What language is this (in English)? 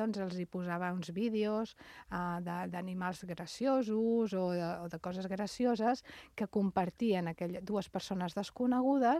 Catalan